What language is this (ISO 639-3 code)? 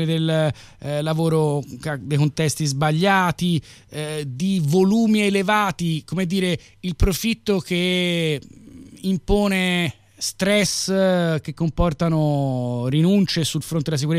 ita